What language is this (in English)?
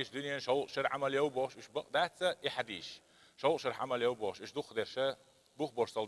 Chechen